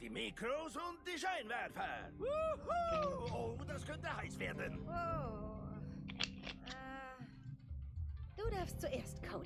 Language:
German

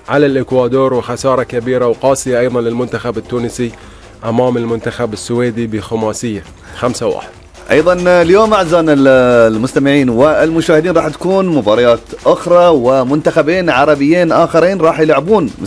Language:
Gulf Arabic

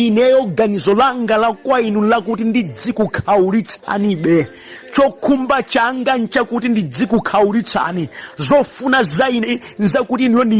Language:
Nyanja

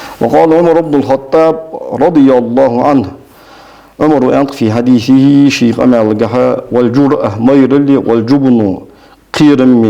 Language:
Ingush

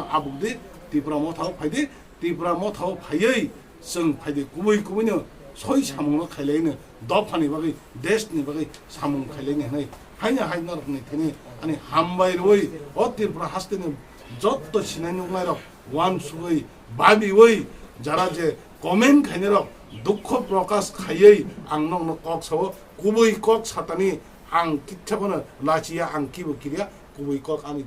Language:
Kok Borok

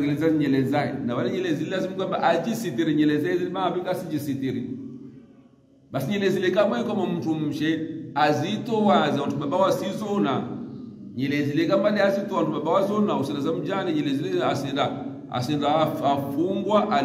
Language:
Swahili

